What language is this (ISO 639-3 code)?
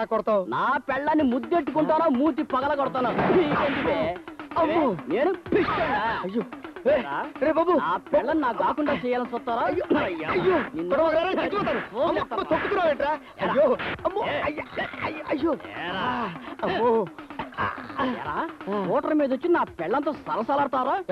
tel